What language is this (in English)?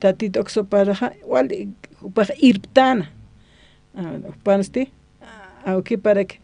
Aymara